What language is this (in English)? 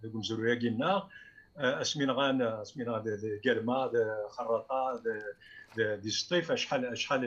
Kabyle